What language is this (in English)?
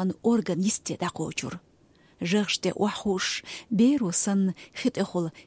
Chechen